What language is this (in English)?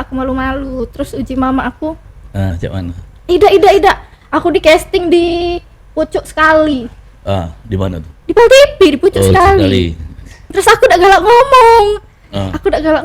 Musi